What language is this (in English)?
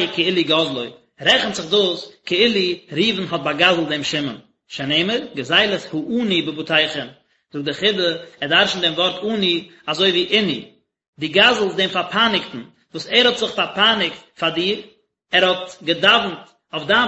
Yiddish